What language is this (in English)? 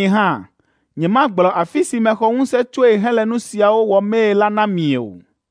Ewe